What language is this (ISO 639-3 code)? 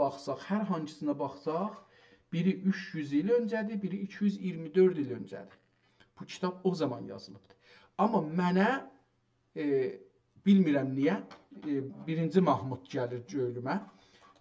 azb